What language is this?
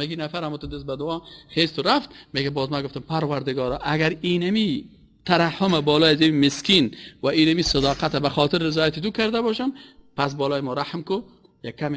Persian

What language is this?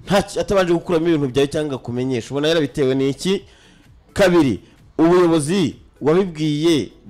Kinyarwanda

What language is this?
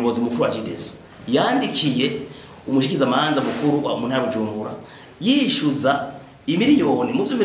Rundi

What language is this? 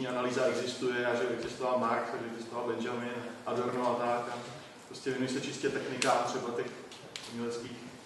Czech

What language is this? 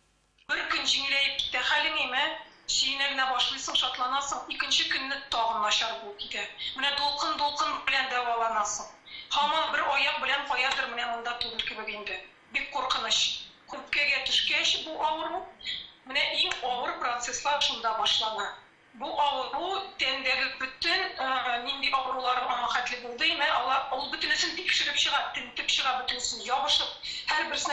Tatar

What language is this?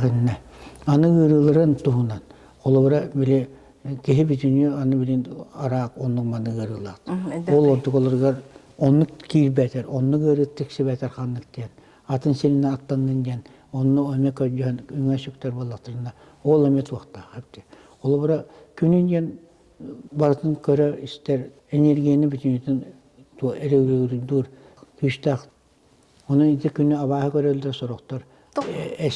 Yakut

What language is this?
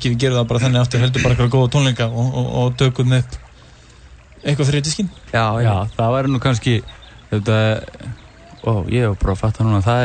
Icelandic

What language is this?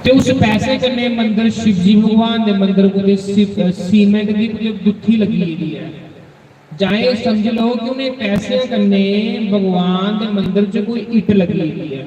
Dogri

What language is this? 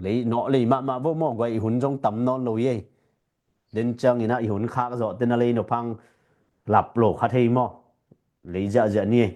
Tedim Chin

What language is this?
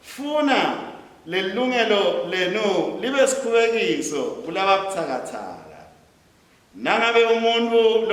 Swati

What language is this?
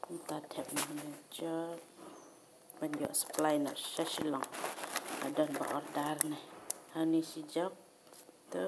Khasi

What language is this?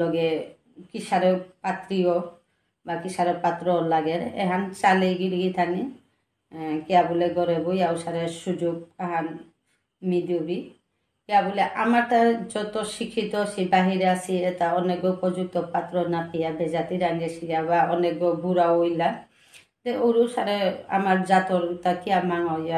Bishnupriya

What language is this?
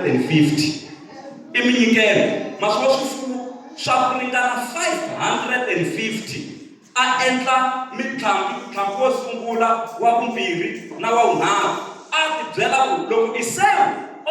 Tsonga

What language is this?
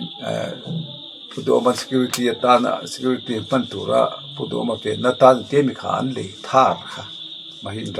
Mizo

